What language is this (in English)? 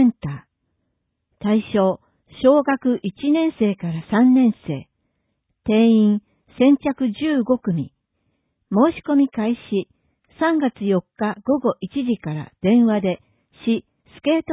Japanese